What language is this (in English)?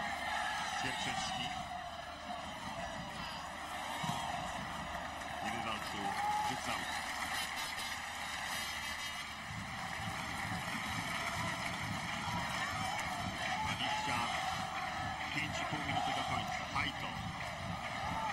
Polish